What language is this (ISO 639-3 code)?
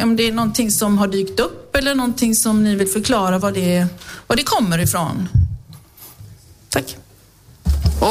swe